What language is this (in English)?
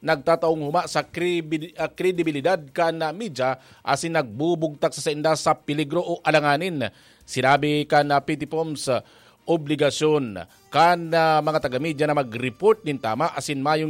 Bikol